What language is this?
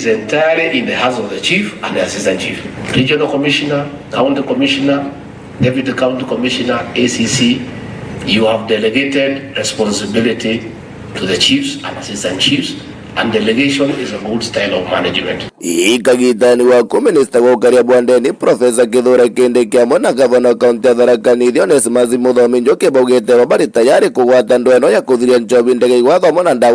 Meru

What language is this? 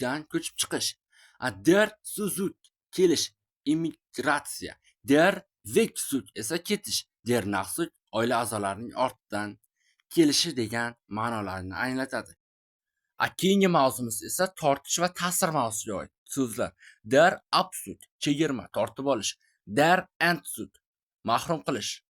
Uzbek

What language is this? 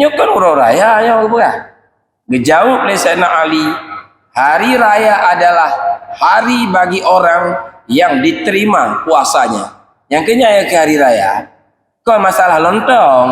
Achinese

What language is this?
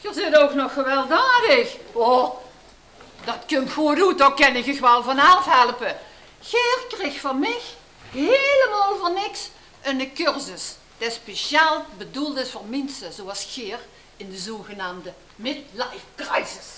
Limburgish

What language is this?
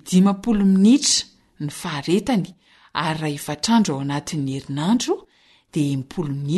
Malagasy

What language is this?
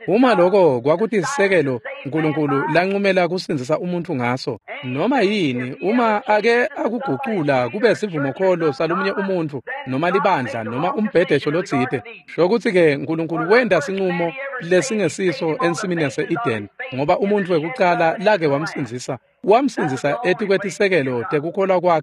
Swati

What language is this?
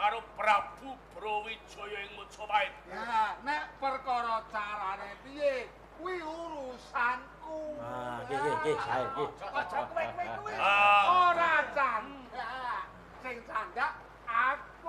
Javanese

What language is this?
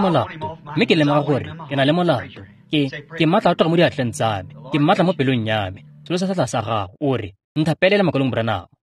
Tswana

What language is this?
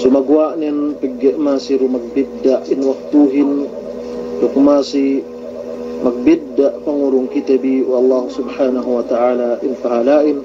Yakan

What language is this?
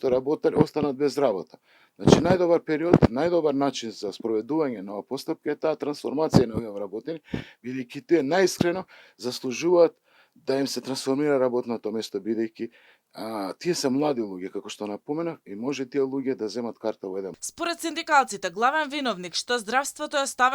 Macedonian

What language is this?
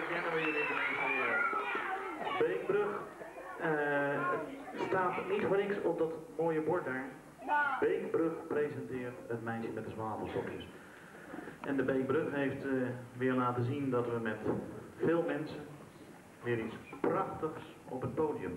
Dutch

